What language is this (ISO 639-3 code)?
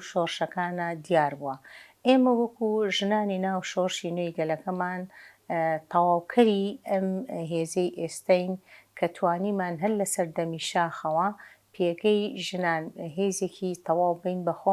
ckb